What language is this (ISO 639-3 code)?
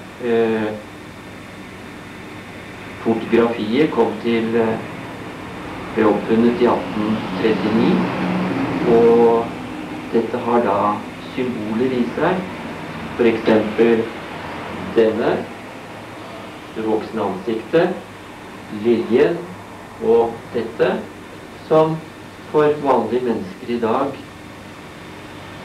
nor